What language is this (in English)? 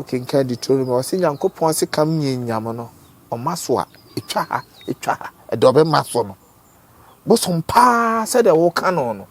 Akan